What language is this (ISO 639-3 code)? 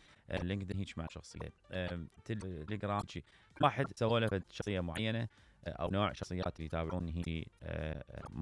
acm